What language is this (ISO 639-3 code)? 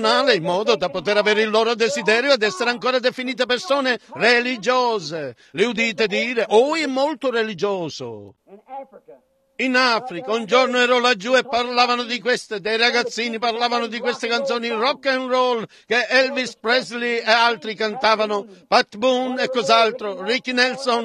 ita